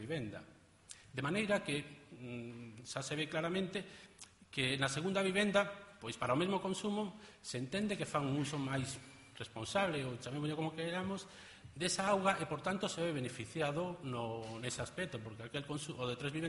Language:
Galician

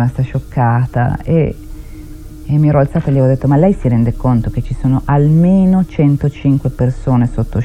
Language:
Italian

